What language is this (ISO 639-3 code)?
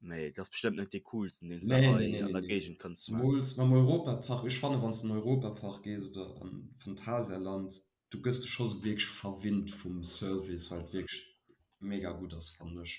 ltz